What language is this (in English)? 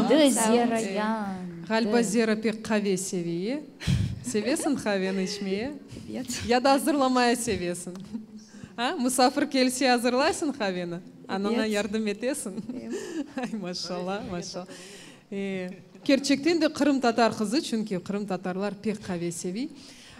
Crimean Tatar